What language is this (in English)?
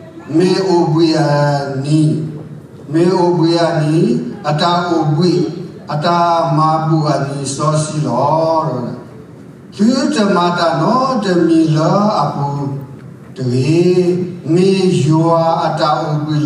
S'gaw Karen